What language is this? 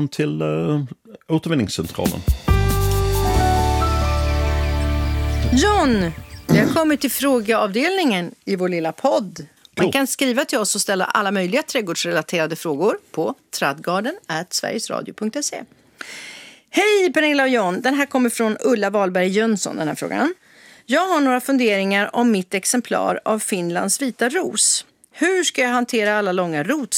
Swedish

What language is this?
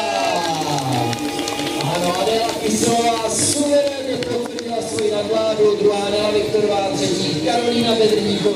Czech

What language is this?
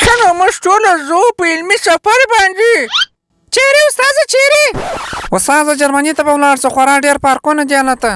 Pashto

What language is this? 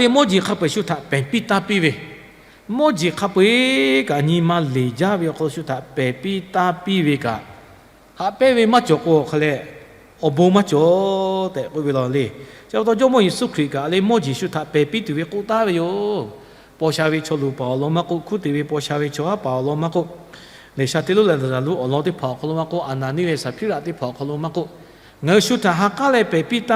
Lahu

